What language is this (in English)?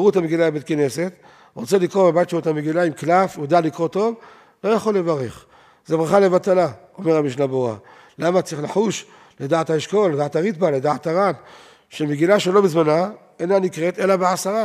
Hebrew